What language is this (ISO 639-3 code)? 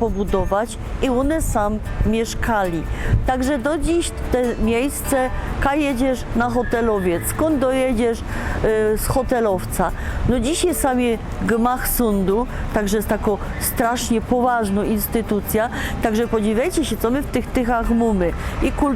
szl